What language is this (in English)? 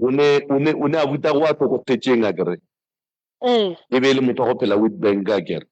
Northern Sotho